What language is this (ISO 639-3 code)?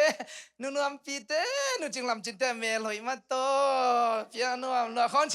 ctd